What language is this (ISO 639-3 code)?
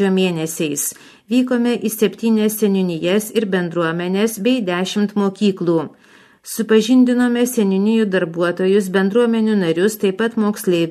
lit